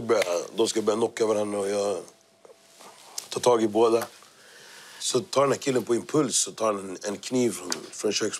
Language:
Swedish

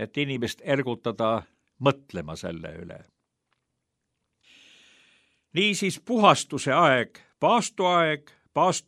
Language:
Estonian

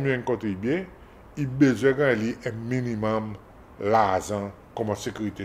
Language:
Seselwa Creole French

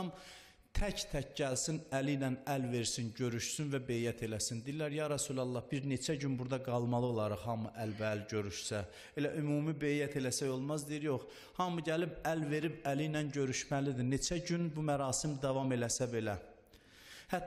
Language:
Azerbaijani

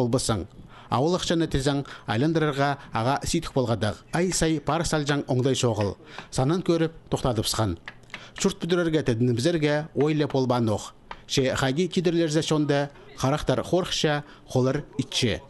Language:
Khakas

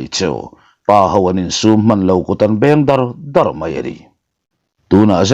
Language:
Mizo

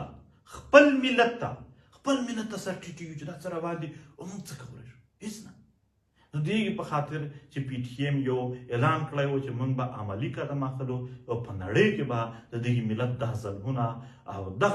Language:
Pashto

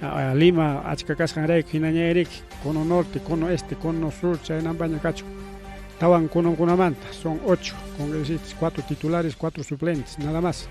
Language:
Ayacucho Quechua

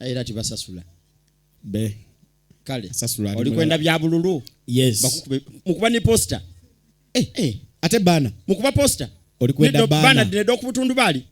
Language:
Ganda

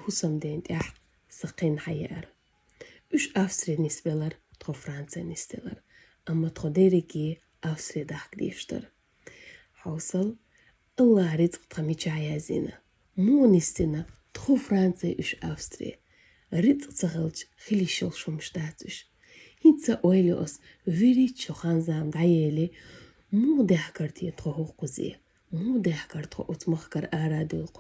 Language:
Chechen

